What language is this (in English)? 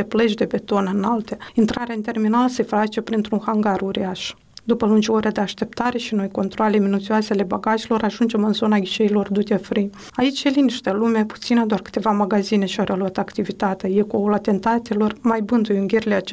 Romanian